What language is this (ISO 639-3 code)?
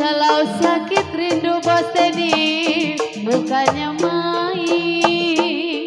bew